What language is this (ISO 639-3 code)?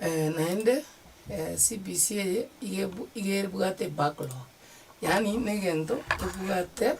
guz